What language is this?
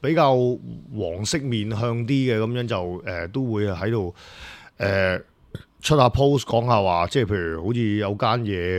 Cantonese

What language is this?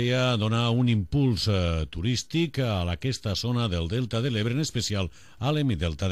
Catalan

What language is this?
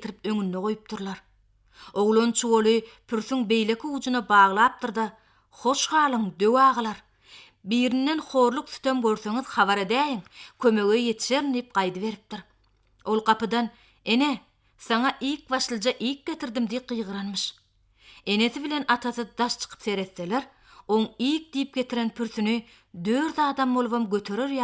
Turkmen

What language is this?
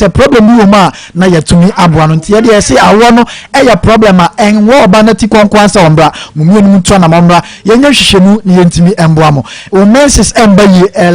Akan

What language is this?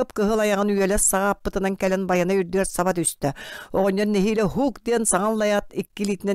Yakut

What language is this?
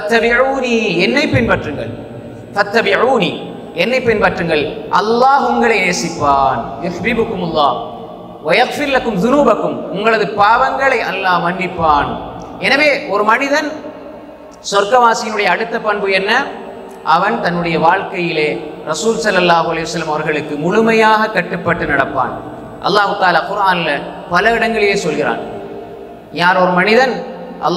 Tamil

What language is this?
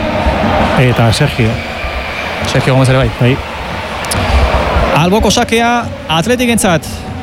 Basque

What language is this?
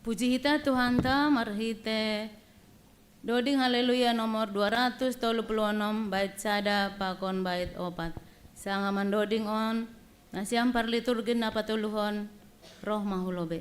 Batak Simalungun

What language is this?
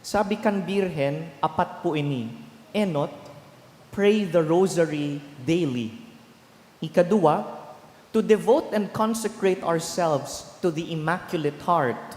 Bikol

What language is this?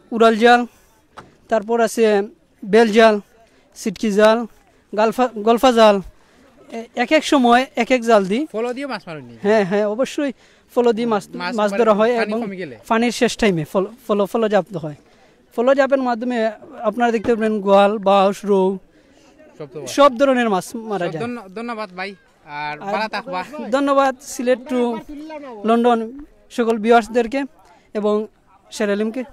Sylheti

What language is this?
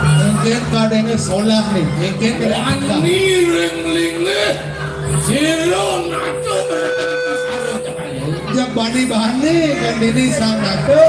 Balinese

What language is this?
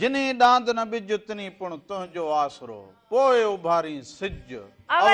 Sindhi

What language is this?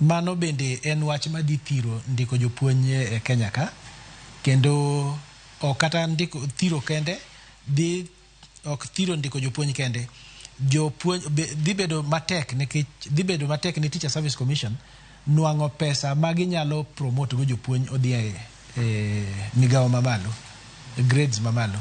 Luo (Kenya and Tanzania)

